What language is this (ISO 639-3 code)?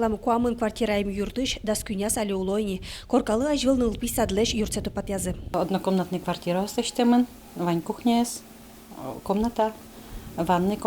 udm